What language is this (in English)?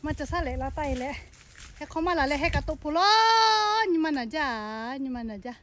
Lahu